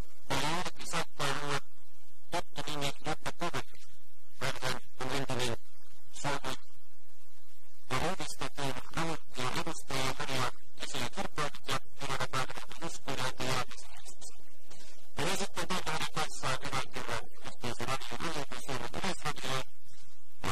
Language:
Finnish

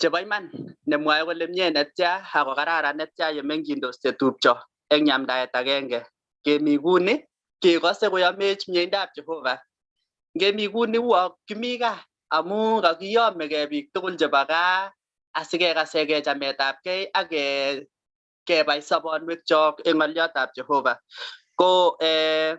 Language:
Kalenjin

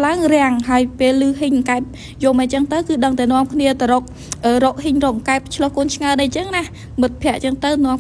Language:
Khmer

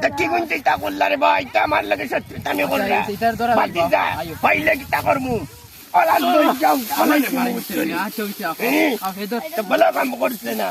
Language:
Sylheti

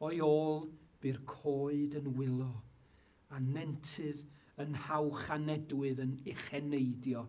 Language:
Welsh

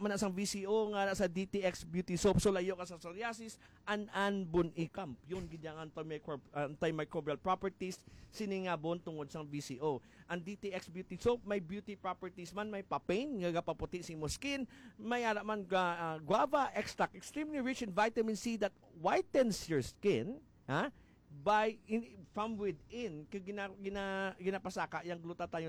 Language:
Hiligaynon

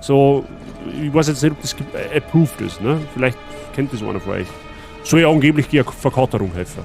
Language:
Bavarian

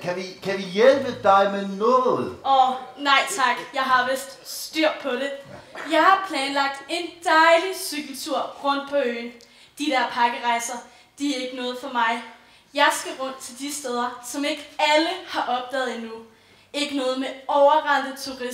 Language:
Danish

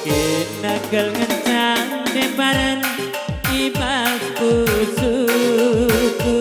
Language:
Batak Karo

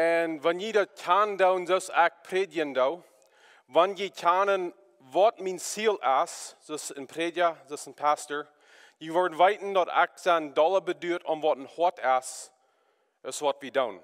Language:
Plautdietsch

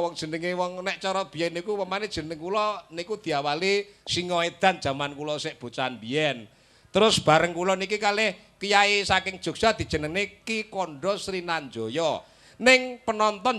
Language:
Javanese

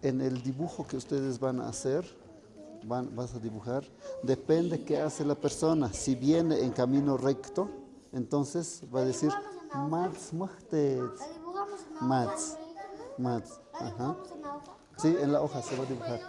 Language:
Tlahuitoltepec Mixe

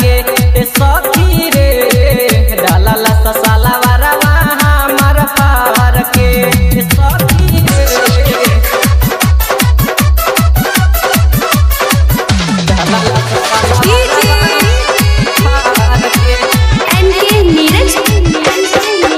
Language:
Bhojpuri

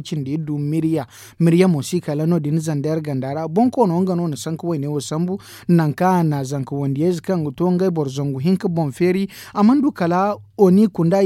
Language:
Zarma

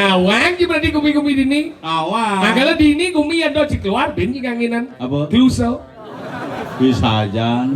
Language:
Balinese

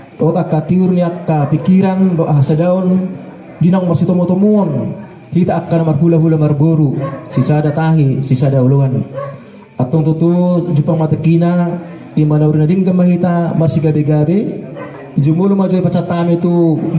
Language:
Batak Toba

